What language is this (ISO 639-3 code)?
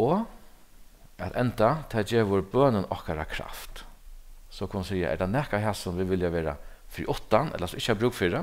fao